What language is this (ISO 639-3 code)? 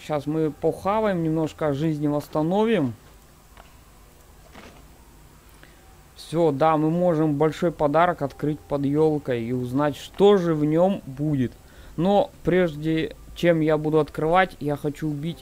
rus